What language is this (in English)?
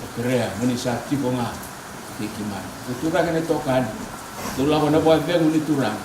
Fijian